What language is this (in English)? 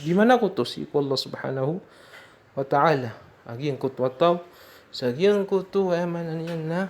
Maranao